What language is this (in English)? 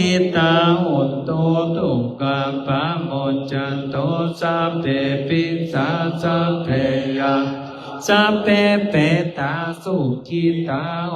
Pali